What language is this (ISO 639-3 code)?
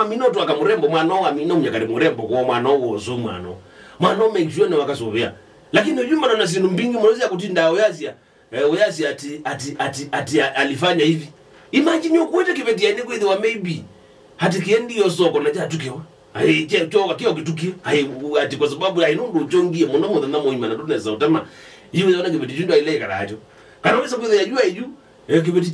kam